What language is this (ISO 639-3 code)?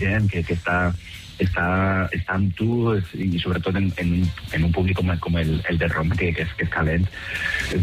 cat